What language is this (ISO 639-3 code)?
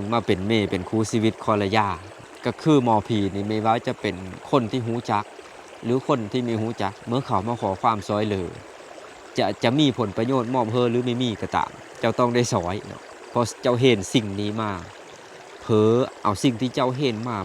lao